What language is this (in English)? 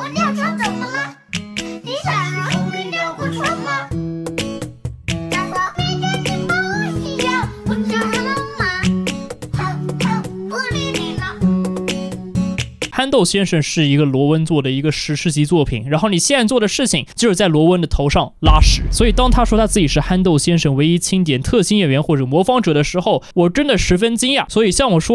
Chinese